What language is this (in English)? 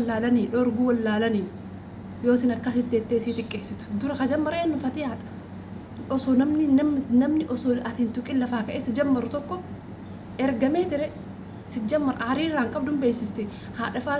Oromo